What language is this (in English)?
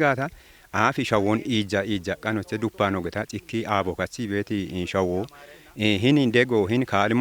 Kafa